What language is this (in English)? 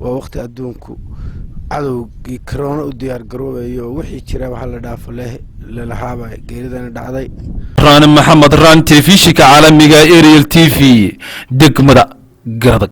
Somali